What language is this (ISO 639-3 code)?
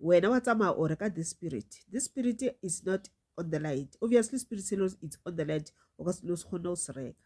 nso